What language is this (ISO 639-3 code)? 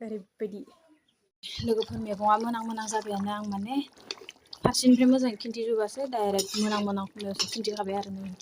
brx